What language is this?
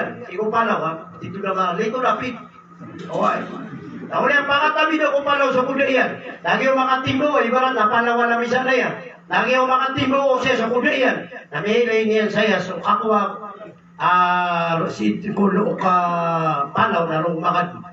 Maranao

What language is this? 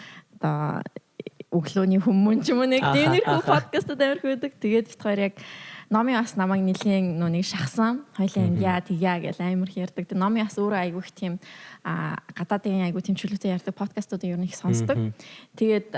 Mongolian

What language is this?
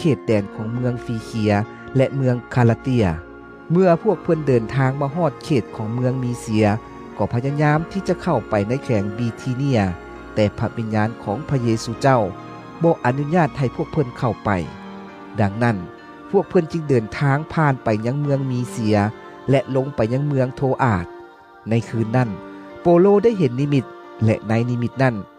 Lao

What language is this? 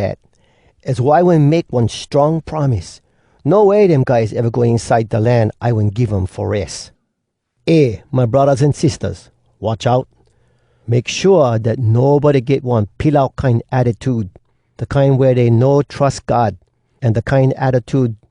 Hawai'i Creole English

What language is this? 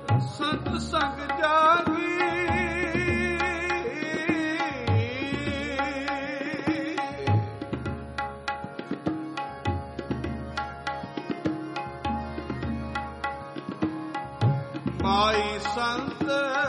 Punjabi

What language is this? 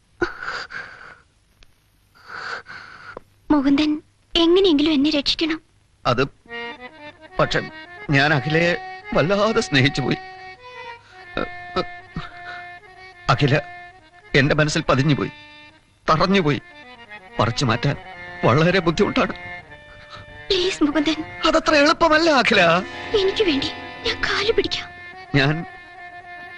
Malayalam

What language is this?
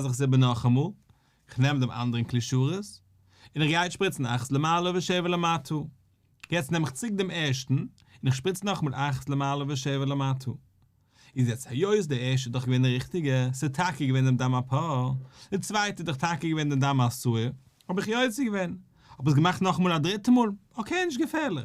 Yiddish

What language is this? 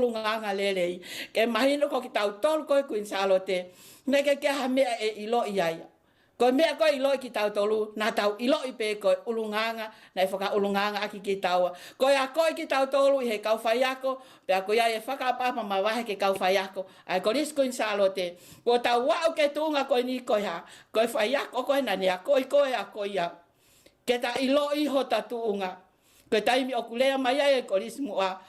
Tongan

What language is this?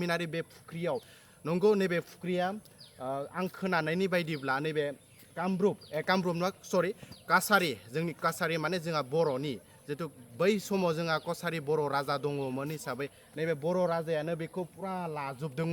Bodo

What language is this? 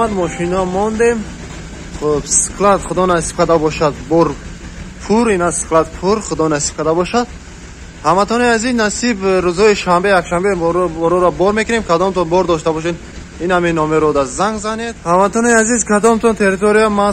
Tajik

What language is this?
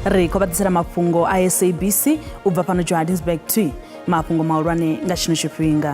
Venda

